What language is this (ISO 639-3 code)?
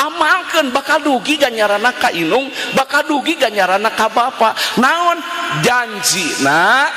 sun